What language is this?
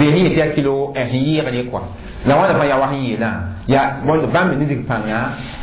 Mossi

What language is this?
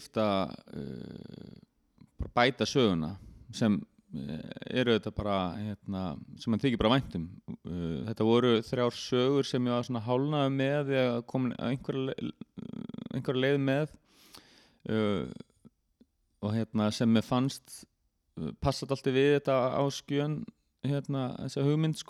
Icelandic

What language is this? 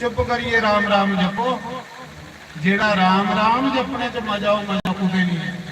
Dogri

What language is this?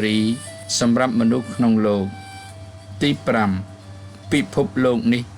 Khmer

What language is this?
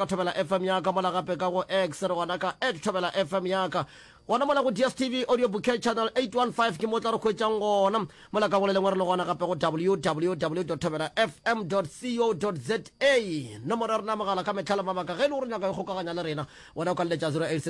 Northern Sotho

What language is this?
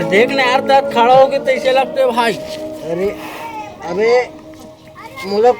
Chhattisgarhi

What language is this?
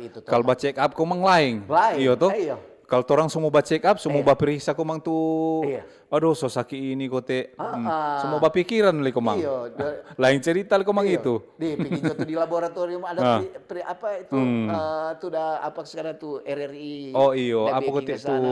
Manado Malay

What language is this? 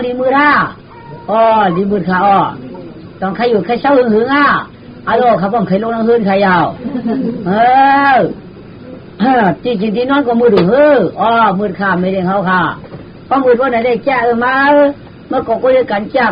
Shan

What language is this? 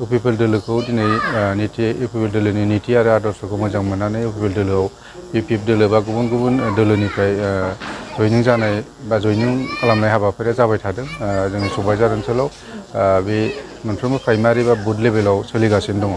Bodo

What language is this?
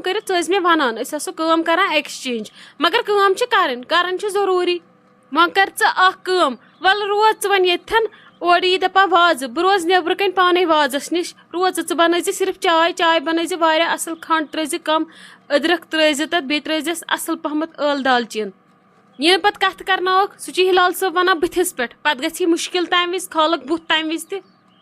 Kashmiri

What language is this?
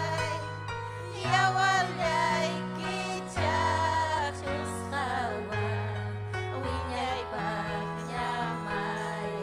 Ayacucho Quechua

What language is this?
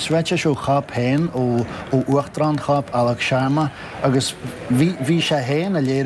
Irish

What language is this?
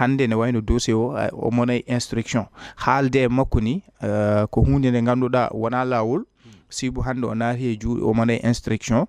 Fula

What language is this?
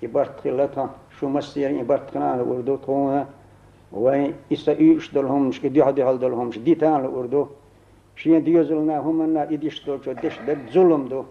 Chechen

